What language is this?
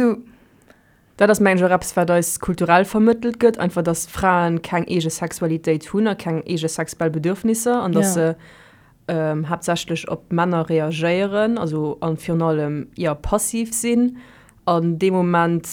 Luxembourgish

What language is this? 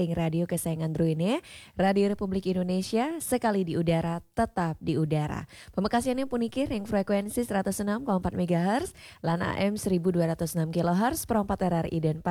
Balinese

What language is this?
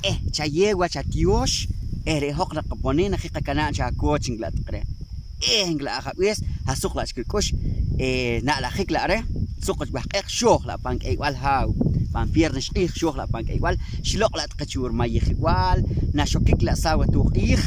Poqomchi'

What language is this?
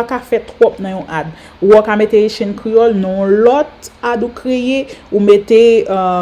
Haitian Creole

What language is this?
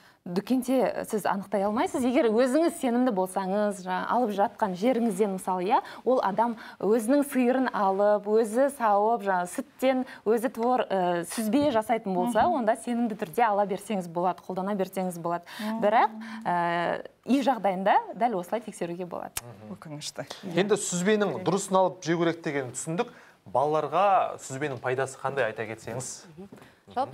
Kazakh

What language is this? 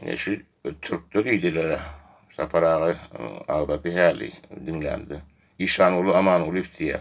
Turkmen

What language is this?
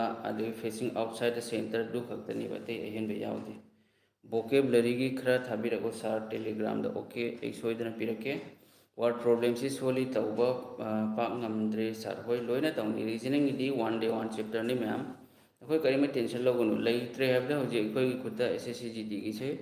Manipuri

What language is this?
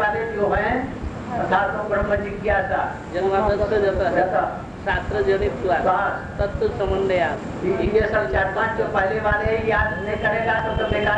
Hindi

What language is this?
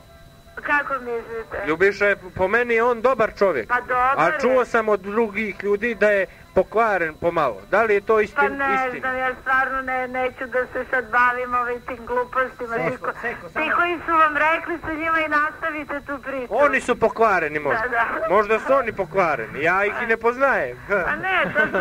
Bosnian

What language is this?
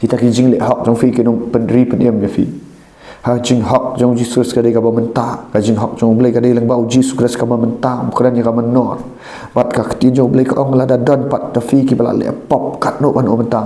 Khasi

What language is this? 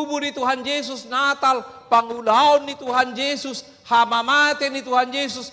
Batak Toba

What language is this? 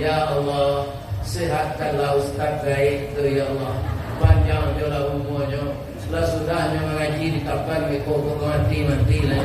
Minangkabau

